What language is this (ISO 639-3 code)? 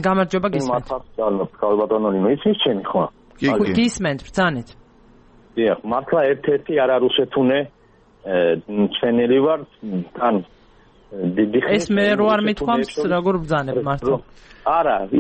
kat